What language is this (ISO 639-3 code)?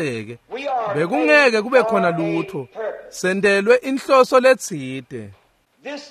ssw